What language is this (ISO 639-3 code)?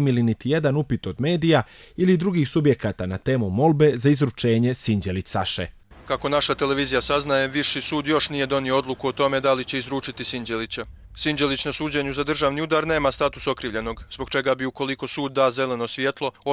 hrv